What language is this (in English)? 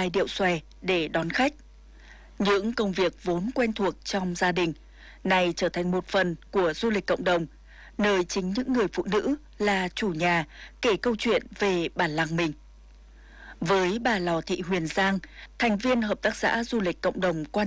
Vietnamese